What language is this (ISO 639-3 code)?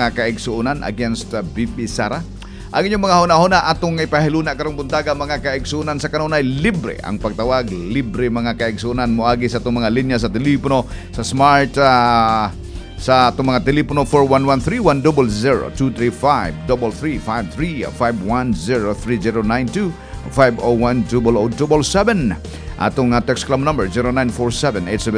ceb